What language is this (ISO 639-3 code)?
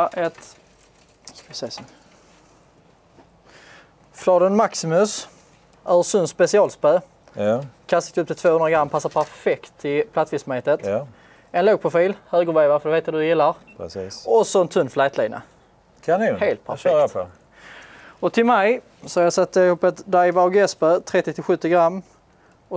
swe